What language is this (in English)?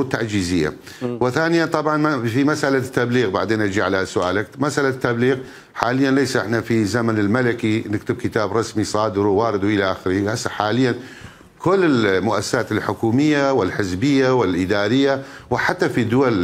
Mesopotamian Arabic